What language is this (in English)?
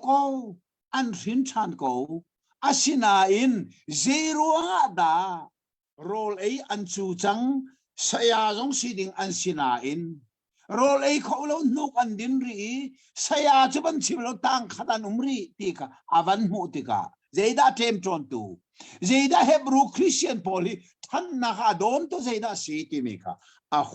Hakha Chin